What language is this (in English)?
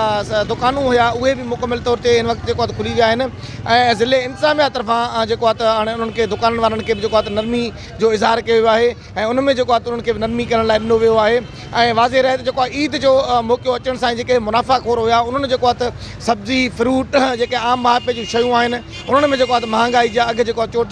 Sindhi